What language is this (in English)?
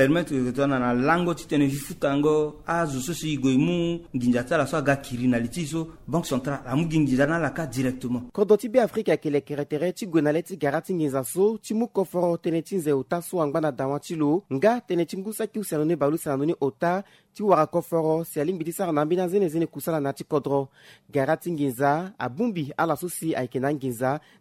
Sango